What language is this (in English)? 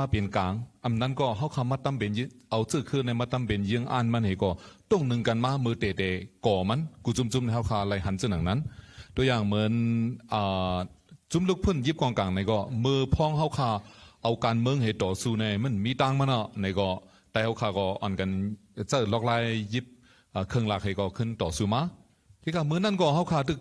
Shan